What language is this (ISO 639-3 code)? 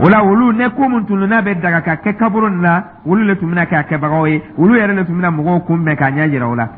dyu